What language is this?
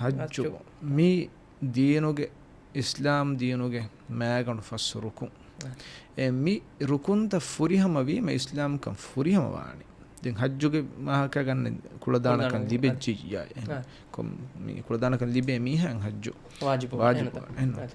Divehi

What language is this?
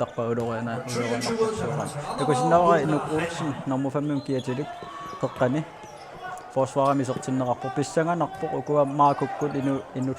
Kalaallisut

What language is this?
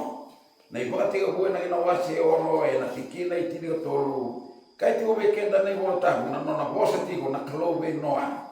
Fijian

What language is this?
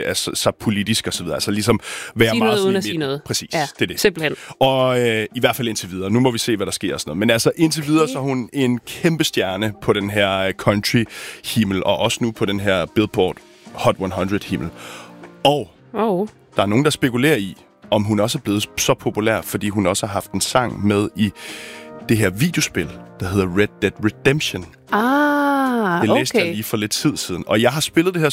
Danish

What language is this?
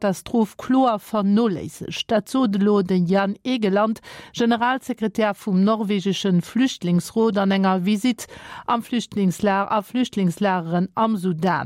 Luxembourgish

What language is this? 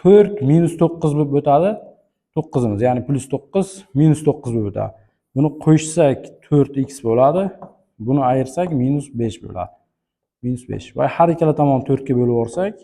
Uzbek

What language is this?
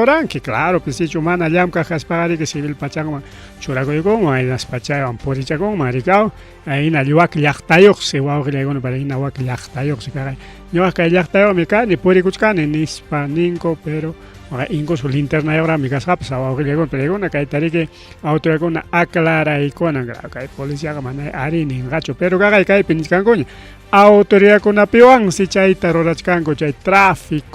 Ayacucho Quechua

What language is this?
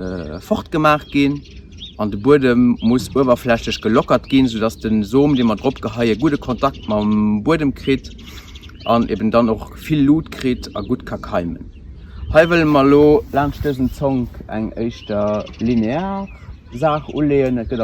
Luxembourgish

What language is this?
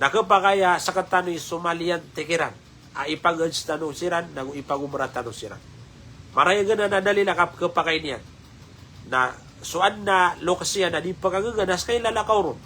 Maranao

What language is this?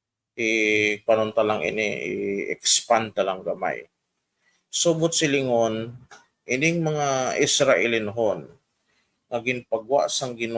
Hiligaynon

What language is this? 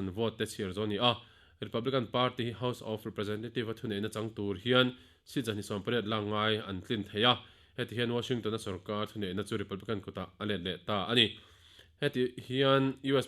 Mizo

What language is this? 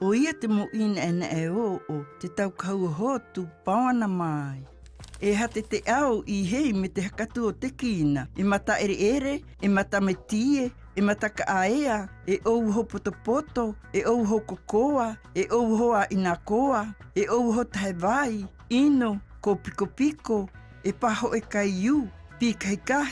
South Marquesan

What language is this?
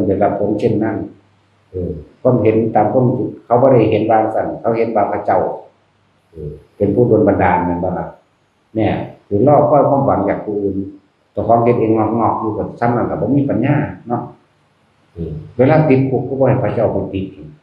Northeastern Thai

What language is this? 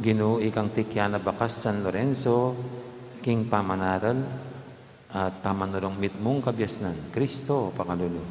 Pampanga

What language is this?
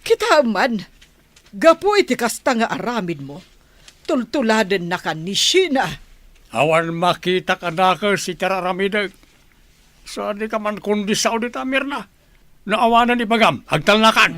Iloko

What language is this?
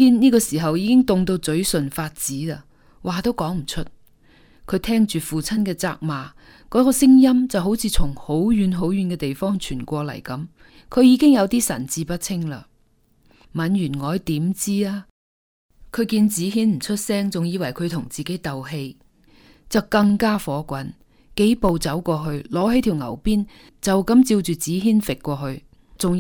Cantonese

